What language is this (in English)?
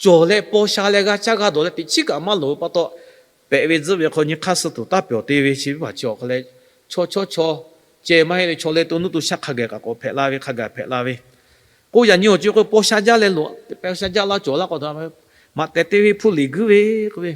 Lahu